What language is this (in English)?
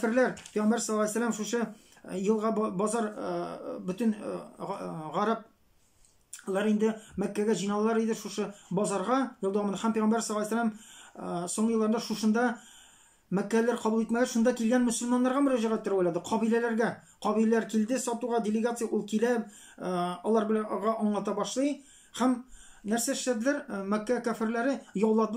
Tatar